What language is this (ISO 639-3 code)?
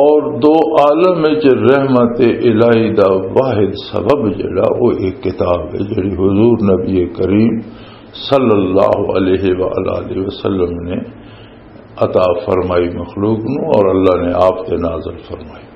lah